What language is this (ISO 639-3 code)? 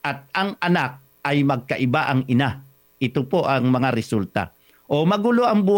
fil